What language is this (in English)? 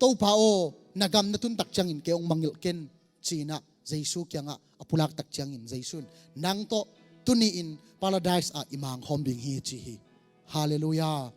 Tedim Chin